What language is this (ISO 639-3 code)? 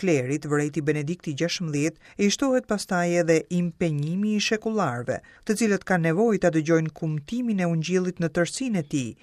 sqi